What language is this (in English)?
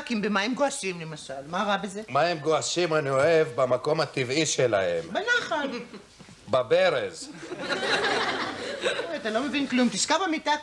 Hebrew